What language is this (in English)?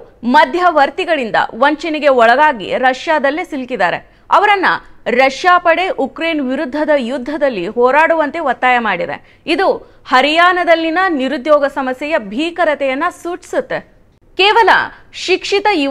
Kannada